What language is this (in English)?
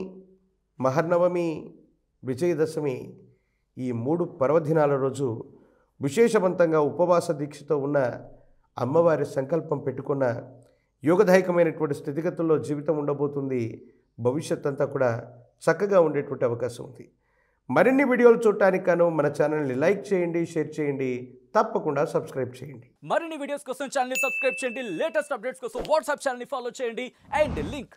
Telugu